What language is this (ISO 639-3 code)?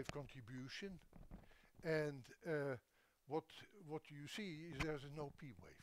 eng